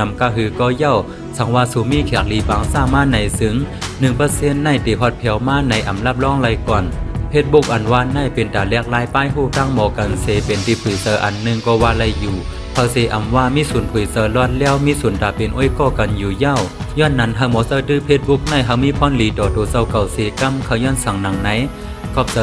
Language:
Shan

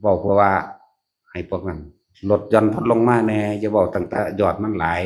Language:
Northeastern Thai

